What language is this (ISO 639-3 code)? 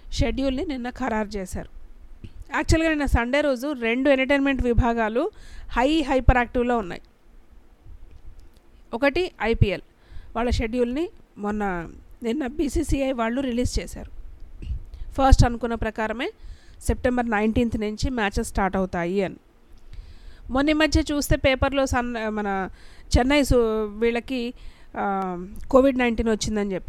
tel